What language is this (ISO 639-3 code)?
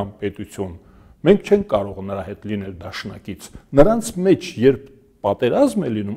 hye